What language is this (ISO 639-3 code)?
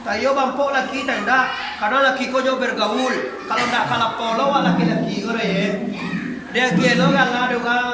min